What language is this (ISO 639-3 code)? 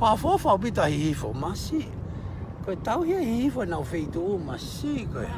ton